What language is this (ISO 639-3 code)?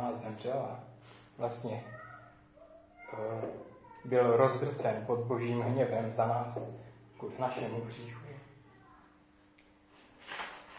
ces